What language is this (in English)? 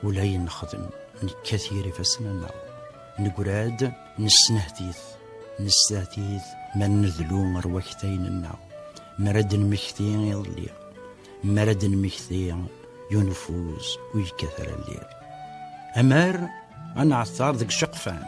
Kabyle